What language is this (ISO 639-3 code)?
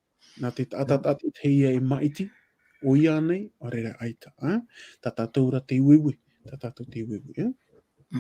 tah